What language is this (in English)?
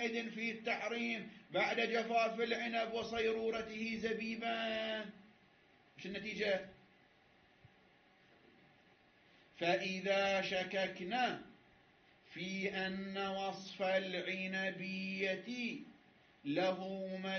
Arabic